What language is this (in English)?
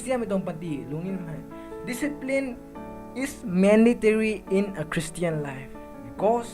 Rongmei Naga